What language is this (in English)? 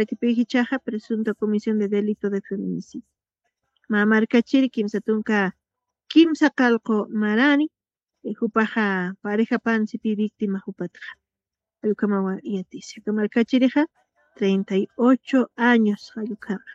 Aymara